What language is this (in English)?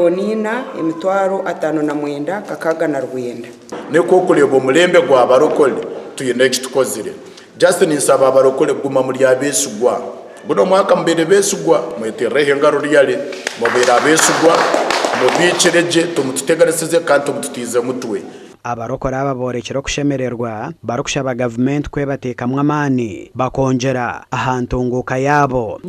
Nyankole